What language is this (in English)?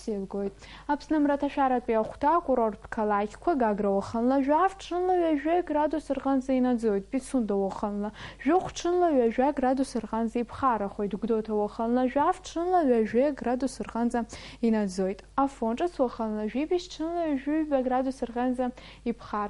Abkhazian